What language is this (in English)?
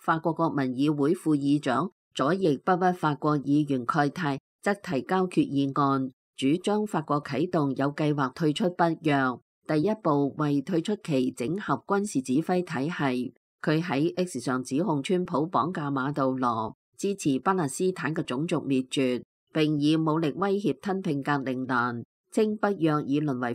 Cantonese